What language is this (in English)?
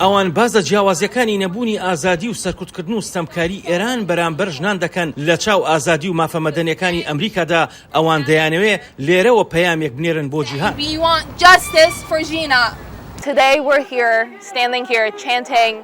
Central Kurdish